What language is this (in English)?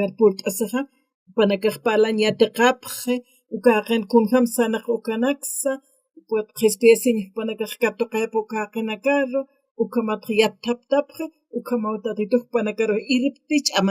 Aymara